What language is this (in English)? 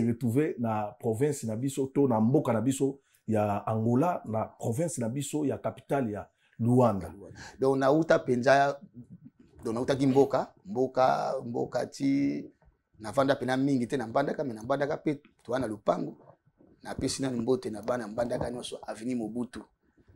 Lingala